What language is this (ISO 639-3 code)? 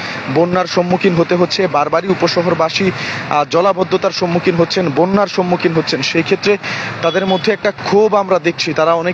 ben